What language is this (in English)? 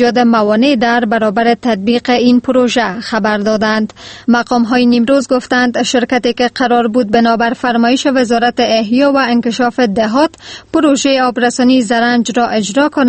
Persian